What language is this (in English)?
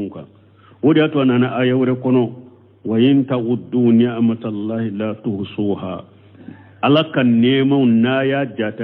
Bambara